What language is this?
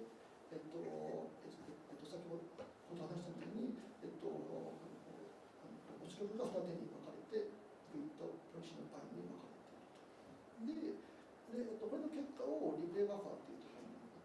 Japanese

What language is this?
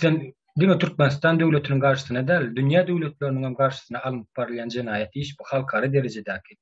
Turkmen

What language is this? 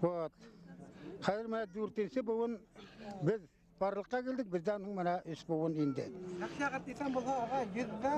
Bashkir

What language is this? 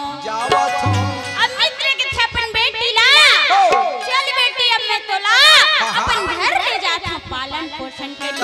Chhattisgarhi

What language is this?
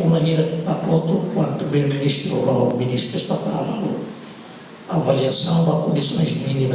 Tetum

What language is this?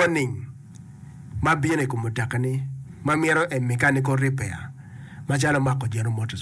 Acoli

